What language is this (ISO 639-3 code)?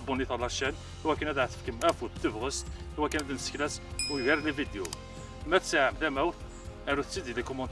kab